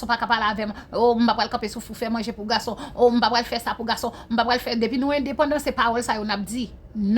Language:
Haitian Creole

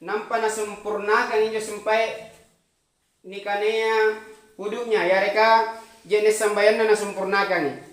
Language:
Makasar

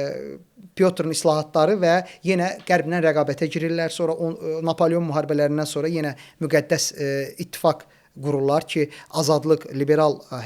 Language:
Azerbaijani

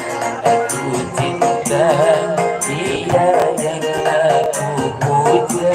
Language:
Betawi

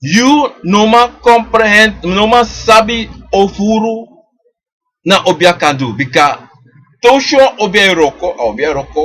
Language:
Sranan Tongo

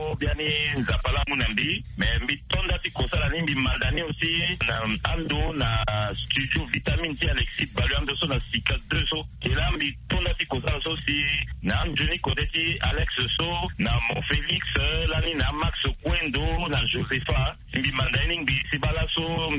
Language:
Sango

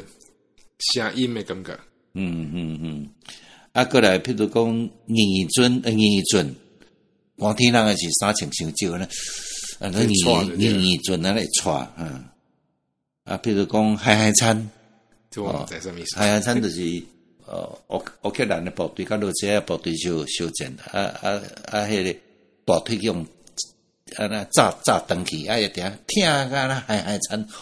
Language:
Min Nan Chinese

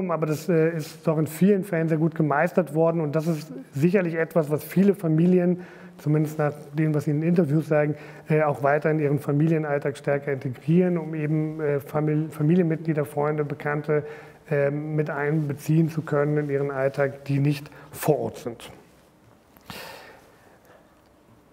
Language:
German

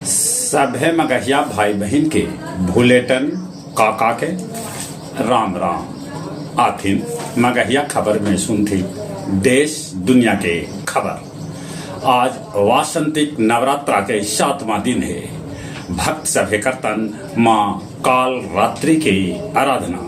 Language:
Magahi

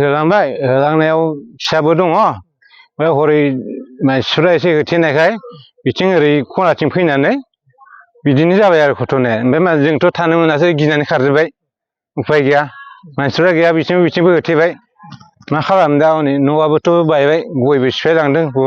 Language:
Bodo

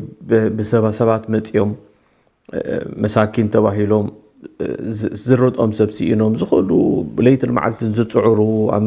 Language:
Tigrinya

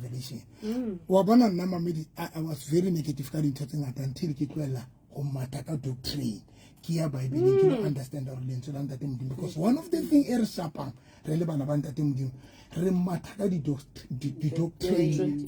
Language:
Southern Sotho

